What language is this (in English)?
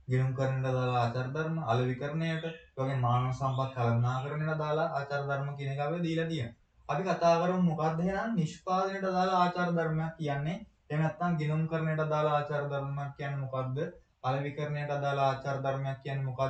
Sinhala